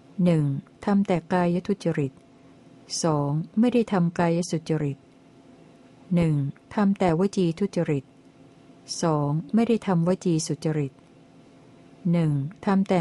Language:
Thai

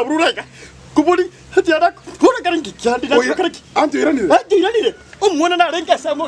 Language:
Gusii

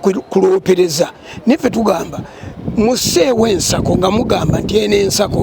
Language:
Ganda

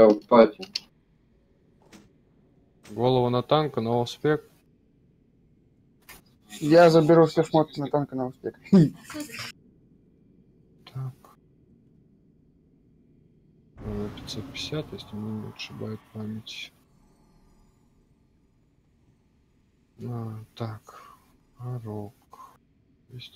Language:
Russian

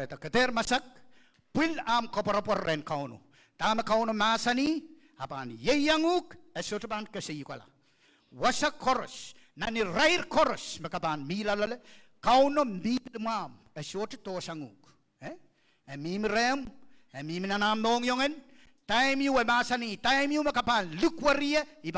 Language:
Pohnpeian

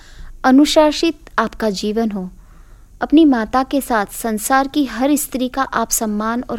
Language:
Hindi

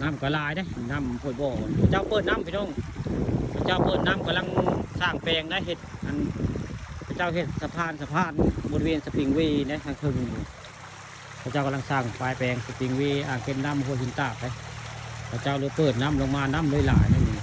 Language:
Northeastern Thai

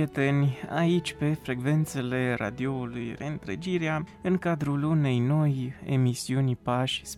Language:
Romanian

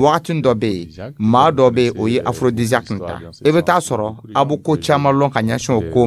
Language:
Dyula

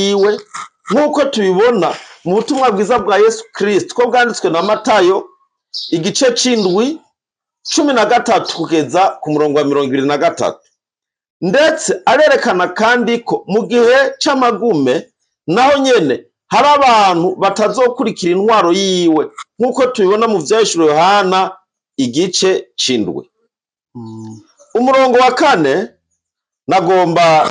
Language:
Rundi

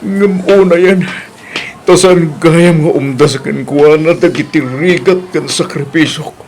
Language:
Iloko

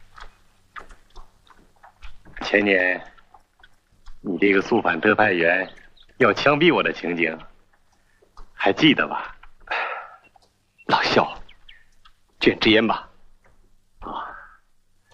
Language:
Chinese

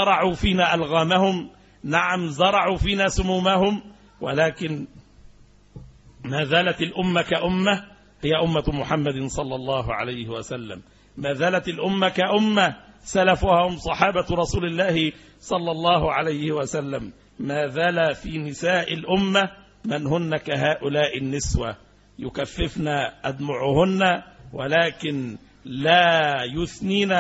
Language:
Arabic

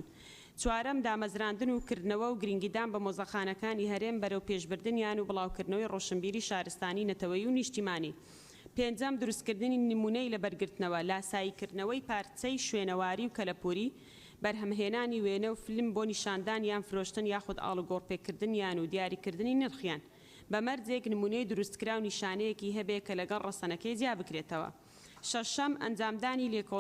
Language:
Central Kurdish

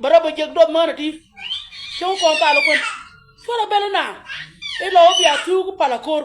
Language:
Nuer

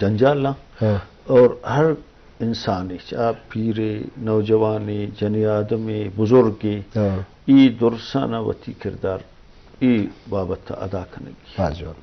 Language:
Eastern Balochi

